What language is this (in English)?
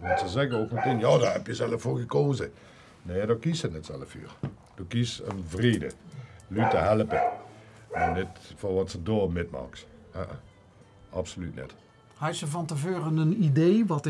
Limburgish